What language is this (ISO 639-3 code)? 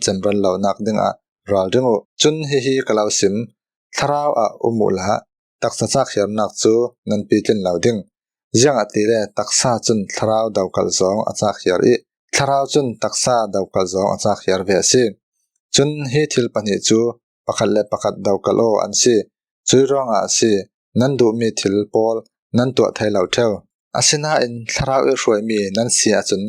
cfm